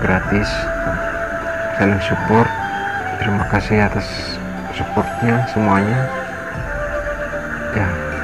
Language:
Indonesian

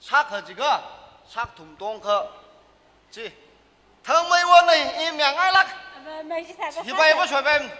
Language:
Tangkhul Naga (India)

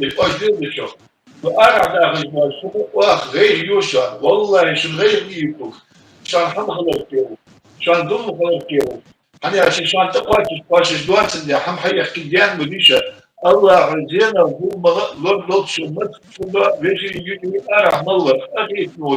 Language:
Ingush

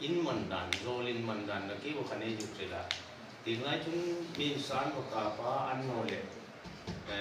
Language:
Hmar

